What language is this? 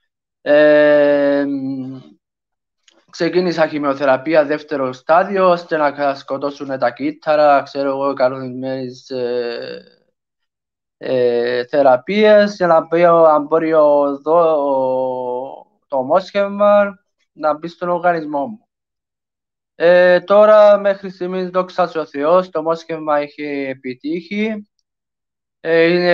Greek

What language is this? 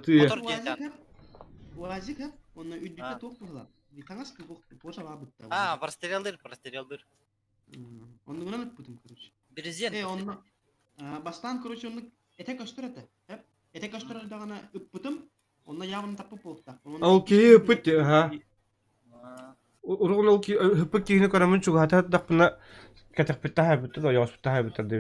Yakut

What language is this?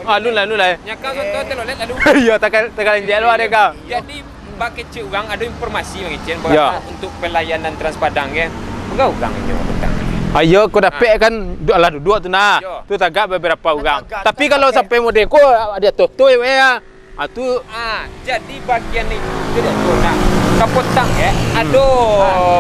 Minangkabau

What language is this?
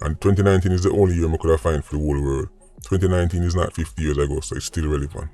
Jamaican Creole English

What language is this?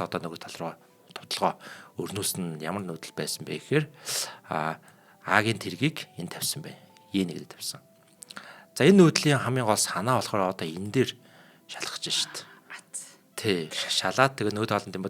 Mongolian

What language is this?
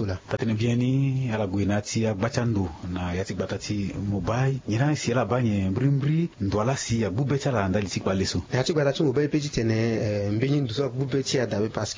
Sango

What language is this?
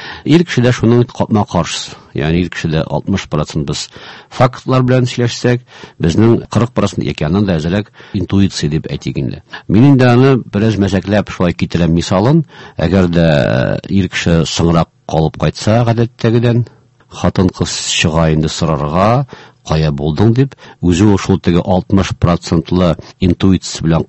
Tatar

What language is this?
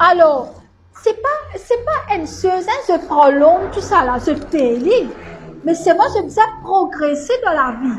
Morisyen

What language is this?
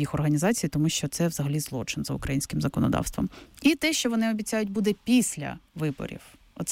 Ukrainian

